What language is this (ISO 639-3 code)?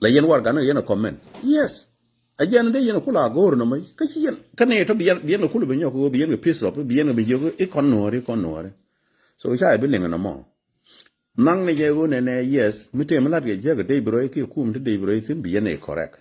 nus